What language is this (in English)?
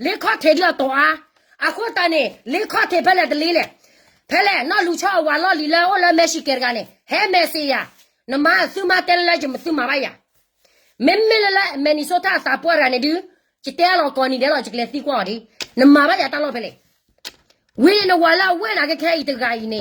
S'gaw Karen